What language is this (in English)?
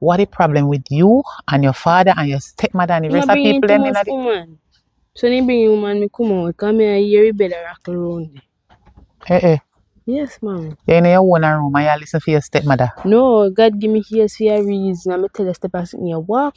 Jamaican Creole English